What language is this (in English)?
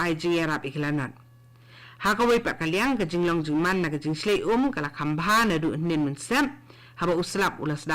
Khasi